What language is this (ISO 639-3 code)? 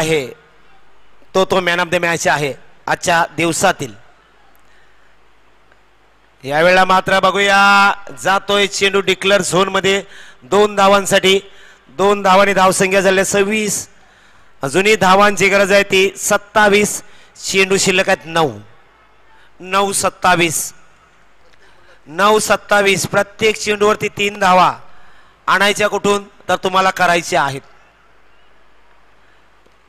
mar